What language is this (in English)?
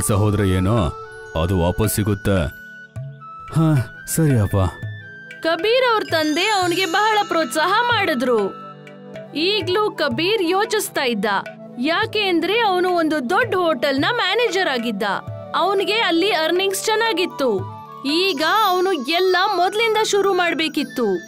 Kannada